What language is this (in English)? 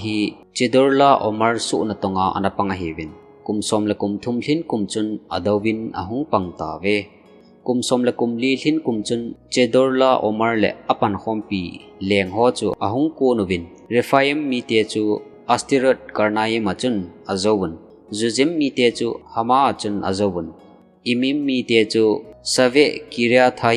Thado Chin